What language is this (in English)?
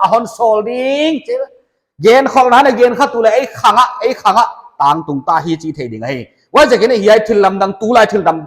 Paite Chin